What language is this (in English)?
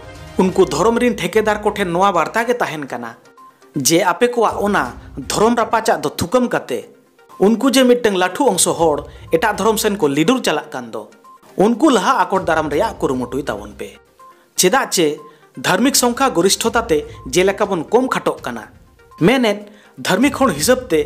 Santali